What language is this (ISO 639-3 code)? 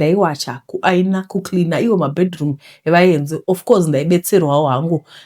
sna